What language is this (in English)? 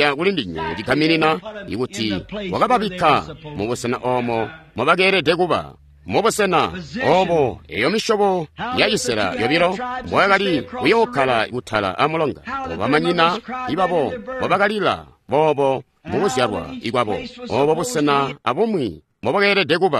Tonga (Zambia)